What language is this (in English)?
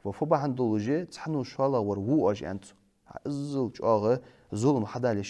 Ingush